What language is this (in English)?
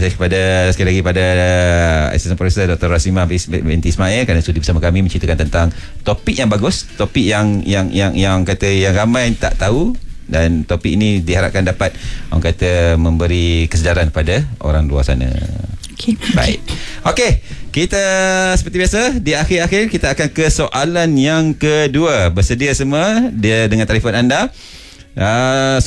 Malay